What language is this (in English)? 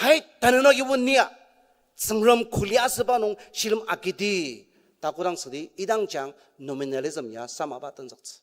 Ao Naga